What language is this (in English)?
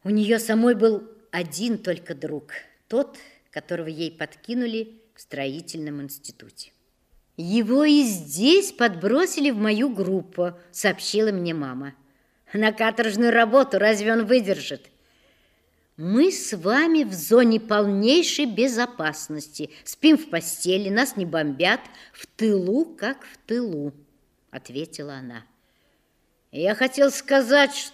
Russian